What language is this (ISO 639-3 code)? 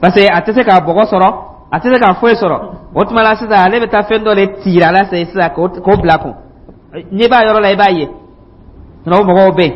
dyu